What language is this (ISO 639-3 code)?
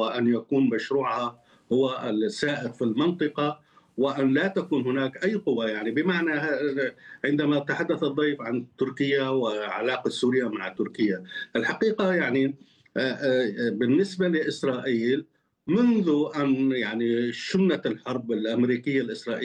ara